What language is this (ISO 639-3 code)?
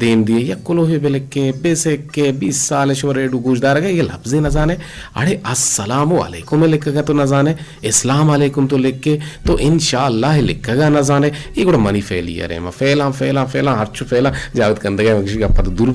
bgp